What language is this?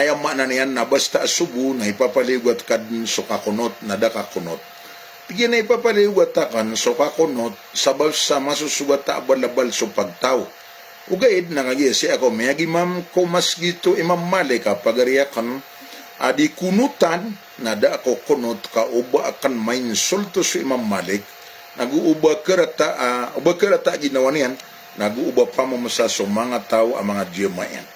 Maranao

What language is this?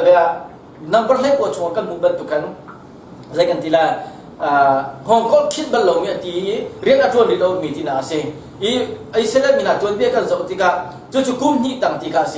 Hakha Chin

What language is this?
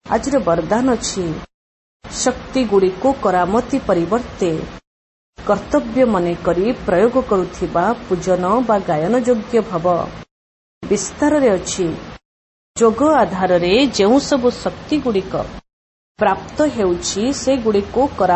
Odia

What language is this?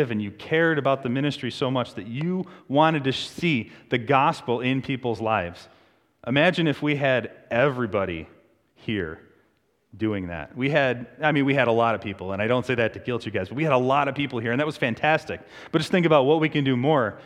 English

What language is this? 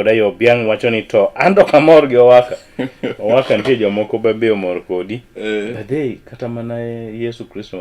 Luo (Kenya and Tanzania)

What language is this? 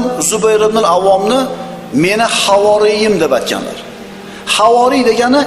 Uzbek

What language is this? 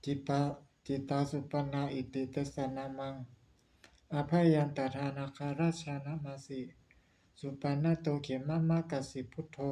Pali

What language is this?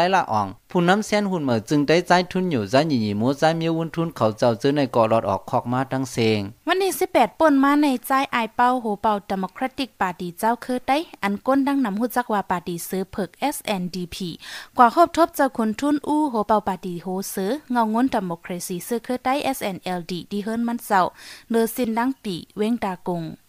Shan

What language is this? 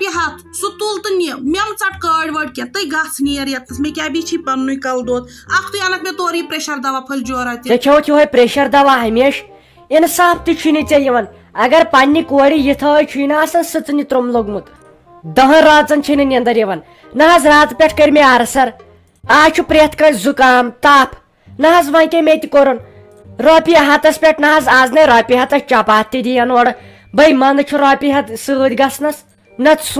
Kashmiri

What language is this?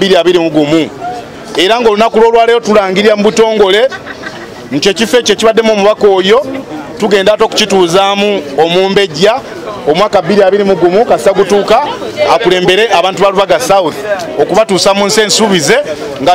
Ganda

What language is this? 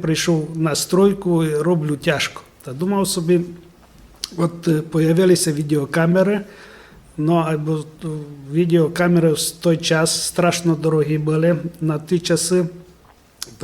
Rusyn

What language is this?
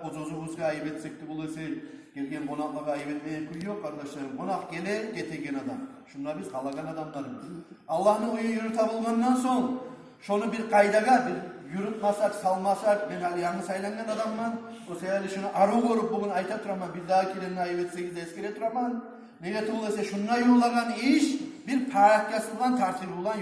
Kumyk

